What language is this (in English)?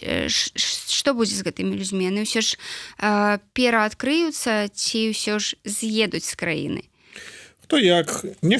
Belarusian